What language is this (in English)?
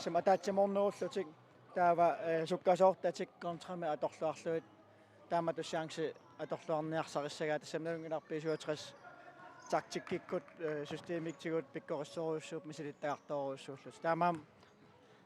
Kalaallisut